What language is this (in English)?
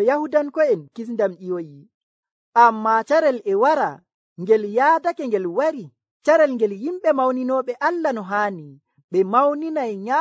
Nigerian Fulfulde